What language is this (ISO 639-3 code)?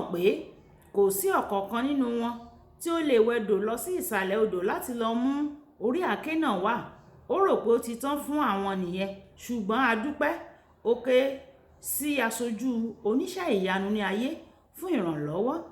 yor